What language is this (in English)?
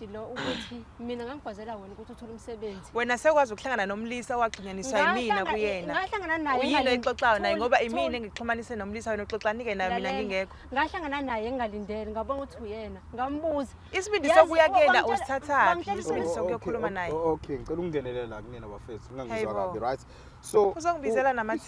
Zulu